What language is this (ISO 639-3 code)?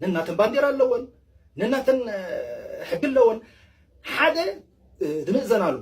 tir